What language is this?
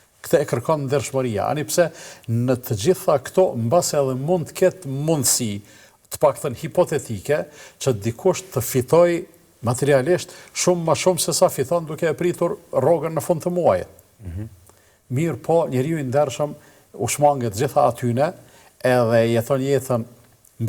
Albanian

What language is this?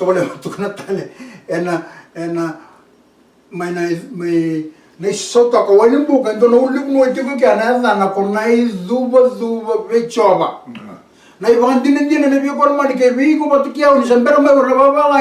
Fijian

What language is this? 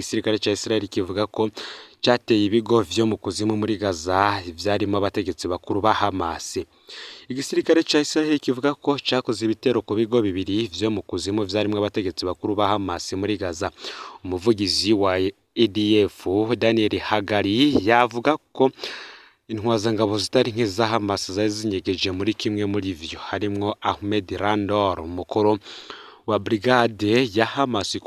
Rundi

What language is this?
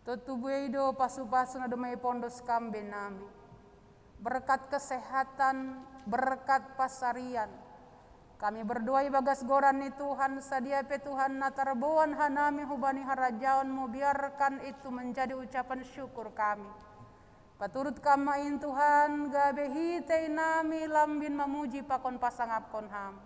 Batak Simalungun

